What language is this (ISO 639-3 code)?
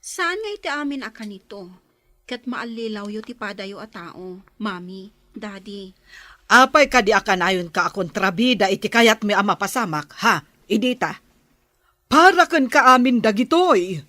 ilo